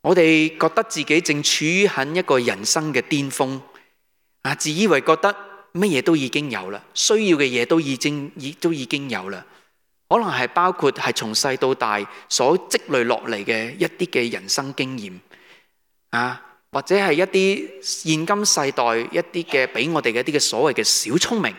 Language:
Cantonese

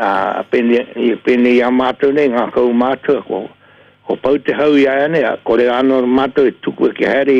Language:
Māori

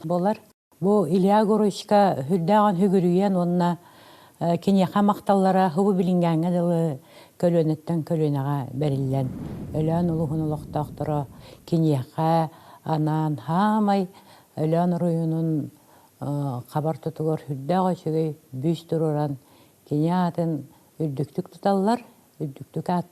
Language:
Yakut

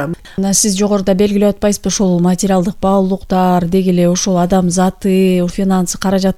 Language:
Kyrgyz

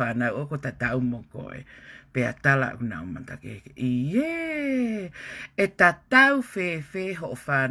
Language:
Tongan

